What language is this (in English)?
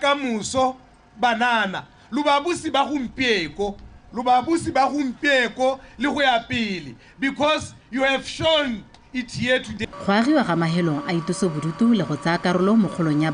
Tswana